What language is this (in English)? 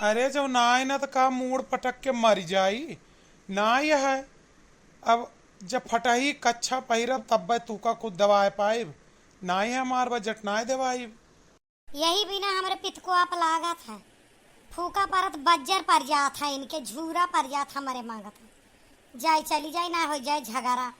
Awadhi